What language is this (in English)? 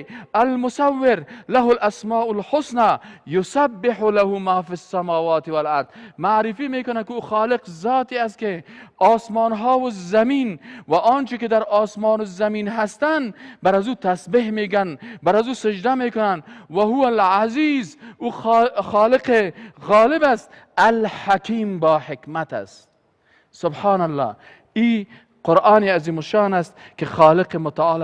Persian